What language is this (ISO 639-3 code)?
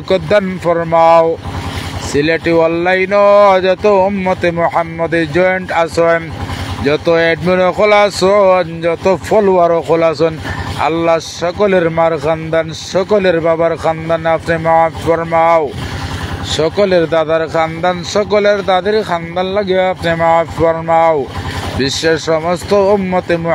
syl